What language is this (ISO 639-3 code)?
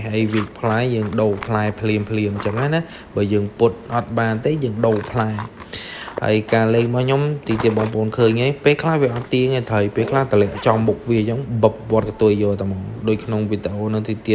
khm